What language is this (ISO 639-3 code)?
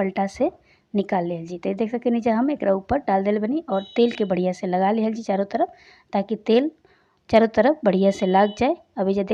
bho